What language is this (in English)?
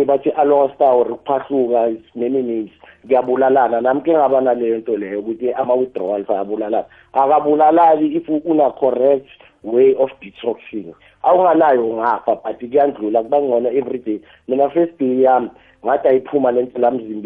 South Ndebele